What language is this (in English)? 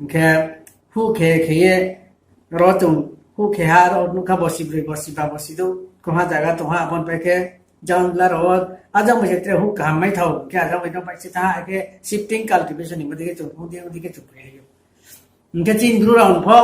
Riang (India)